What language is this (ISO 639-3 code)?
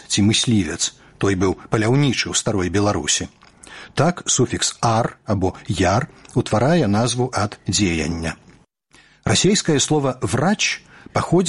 bel